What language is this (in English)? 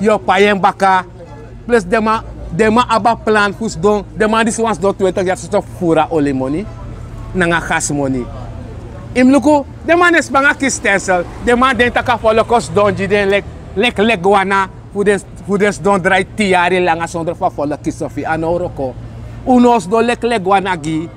Sranan Tongo